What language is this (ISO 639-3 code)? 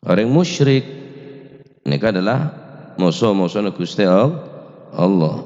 mad